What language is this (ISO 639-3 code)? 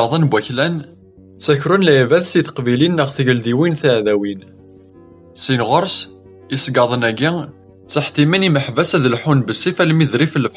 kab